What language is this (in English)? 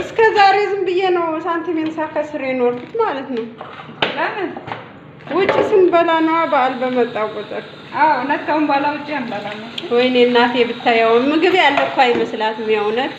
Amharic